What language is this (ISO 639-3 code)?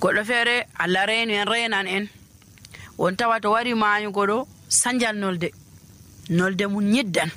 fuv